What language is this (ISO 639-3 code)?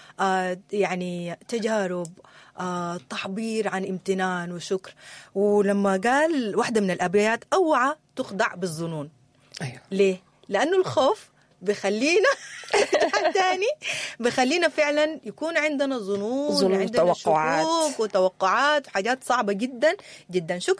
apd